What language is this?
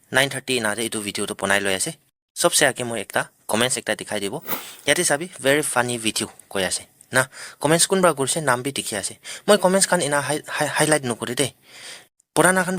Naga Pidgin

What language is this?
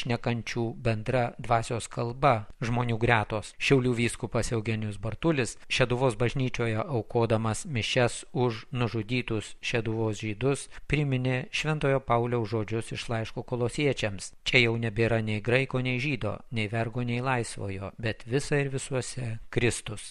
Lithuanian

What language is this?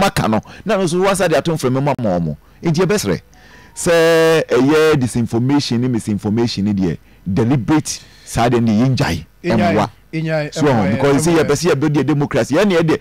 Akan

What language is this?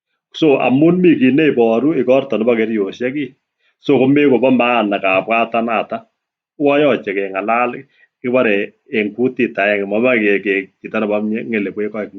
Kalenjin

